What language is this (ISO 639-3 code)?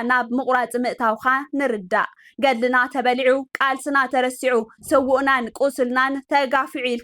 tir